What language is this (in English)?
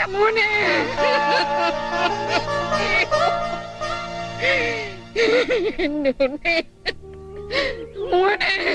Malayalam